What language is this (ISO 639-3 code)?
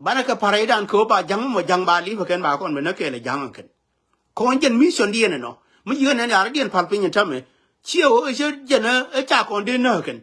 nus